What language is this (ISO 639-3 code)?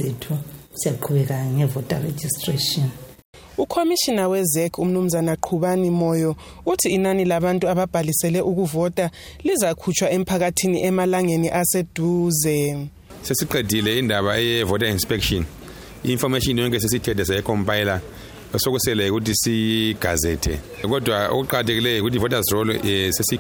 nde